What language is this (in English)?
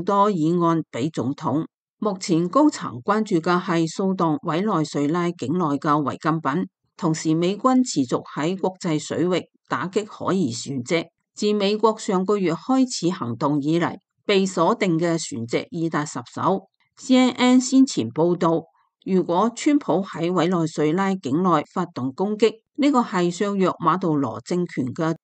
Cantonese